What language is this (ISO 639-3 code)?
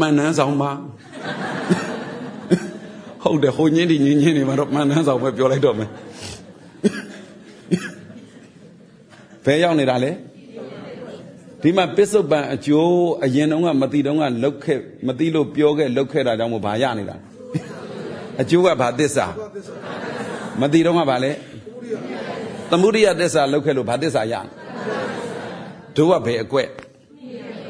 mya